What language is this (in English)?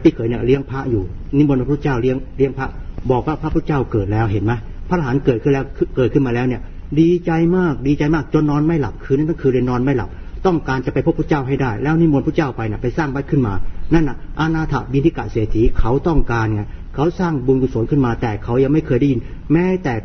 Thai